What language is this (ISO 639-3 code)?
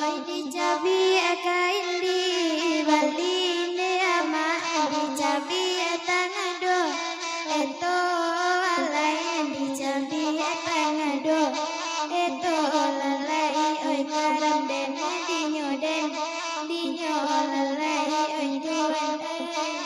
min